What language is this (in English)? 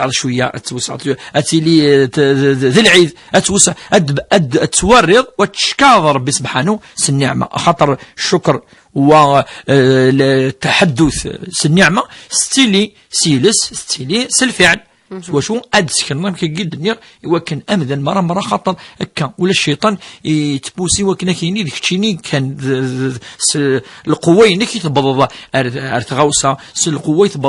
Kabyle